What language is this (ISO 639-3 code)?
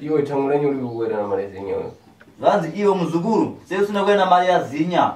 sna